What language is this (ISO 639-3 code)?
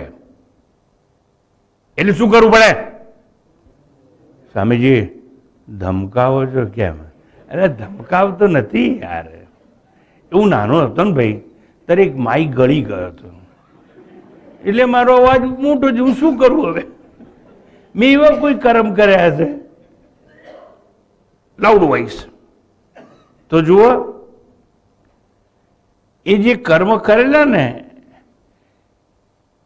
guj